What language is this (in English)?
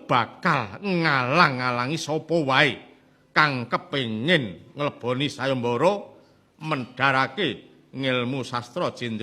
Javanese